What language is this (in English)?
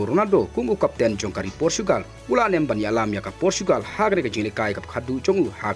Khasi